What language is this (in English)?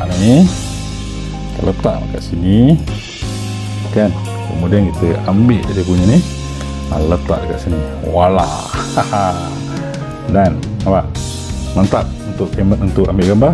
Malay